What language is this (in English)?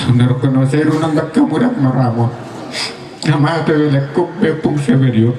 Batak Toba